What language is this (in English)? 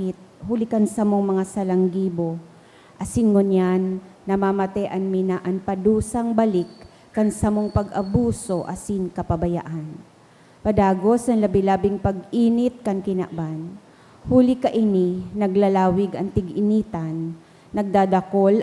Bikol